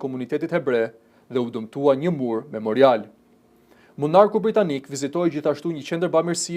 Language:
Albanian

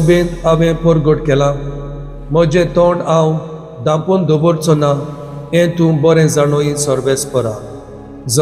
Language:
Konkani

